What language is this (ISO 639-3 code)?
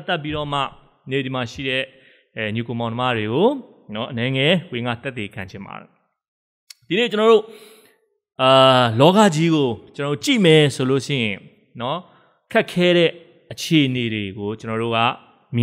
mya